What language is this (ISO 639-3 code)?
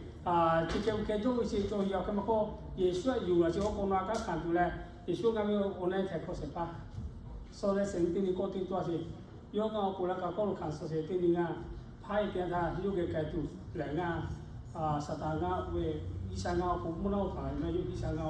lhu